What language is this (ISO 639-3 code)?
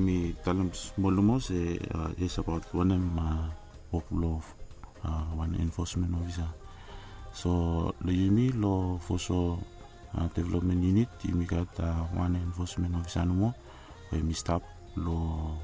bis